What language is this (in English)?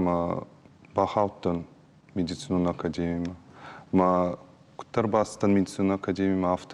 Ossetic